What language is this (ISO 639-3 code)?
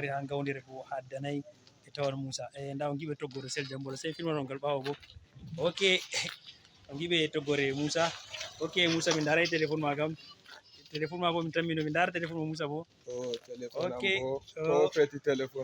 ful